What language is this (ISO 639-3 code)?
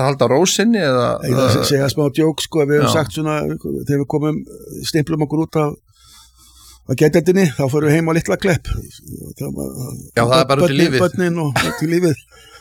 isl